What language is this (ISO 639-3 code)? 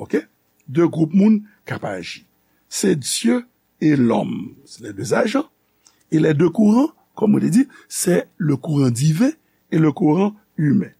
hat